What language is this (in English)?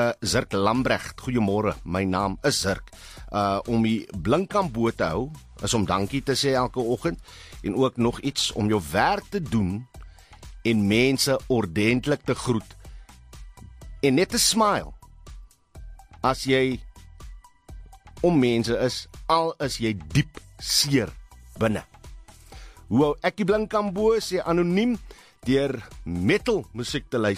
Afrikaans